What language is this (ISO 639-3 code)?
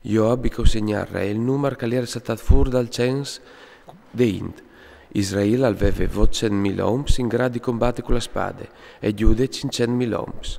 fur